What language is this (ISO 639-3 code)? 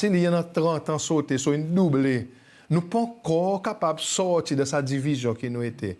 crs